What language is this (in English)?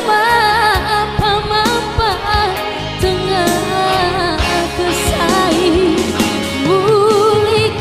Batak Karo